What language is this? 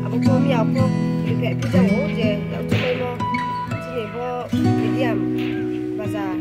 Kok Borok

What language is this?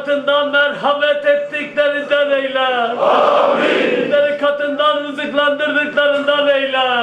Turkish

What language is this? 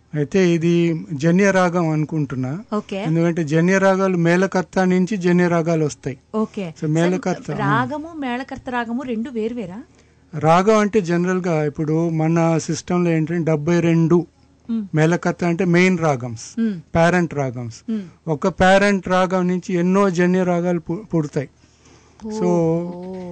Telugu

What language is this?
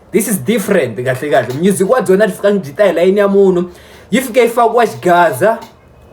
Tsonga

